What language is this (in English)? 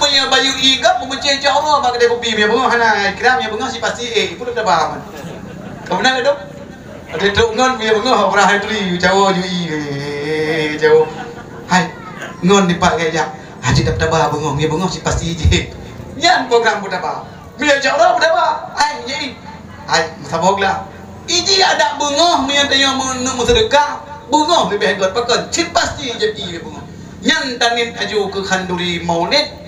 Achinese